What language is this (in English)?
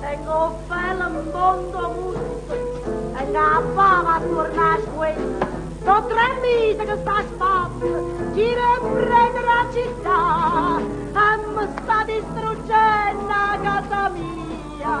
Neapolitan